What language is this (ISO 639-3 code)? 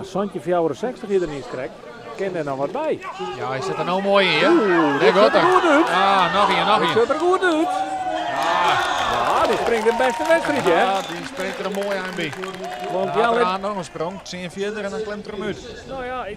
fry